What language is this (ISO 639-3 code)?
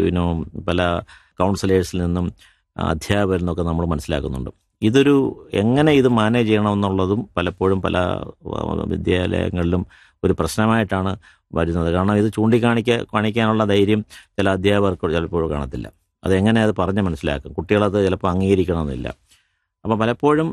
mal